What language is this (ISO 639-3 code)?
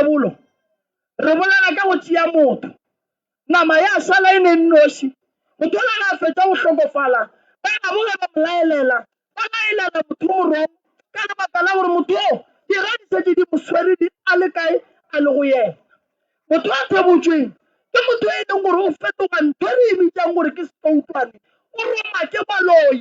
nso